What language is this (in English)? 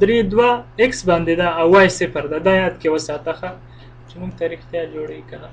Pashto